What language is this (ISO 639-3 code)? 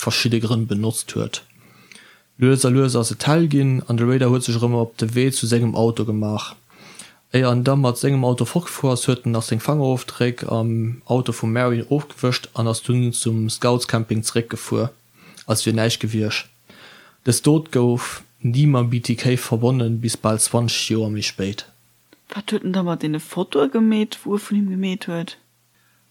ltz